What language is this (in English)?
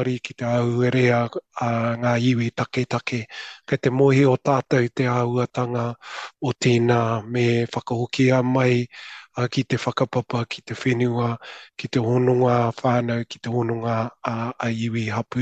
Māori